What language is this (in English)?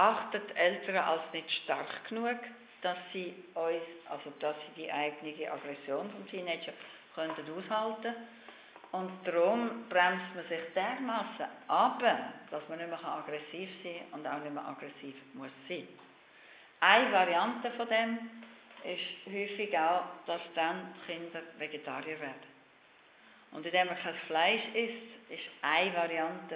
German